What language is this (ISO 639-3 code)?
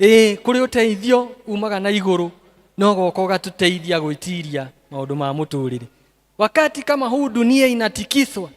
kik